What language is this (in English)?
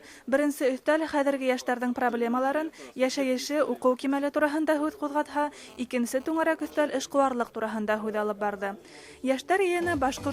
Bashkir